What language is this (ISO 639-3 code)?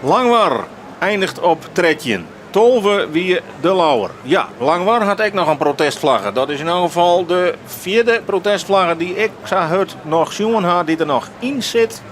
fry